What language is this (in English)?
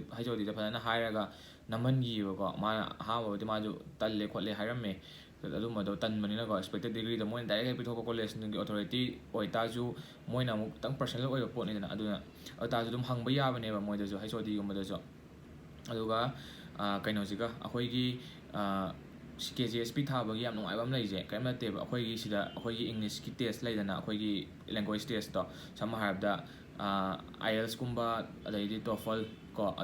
Manipuri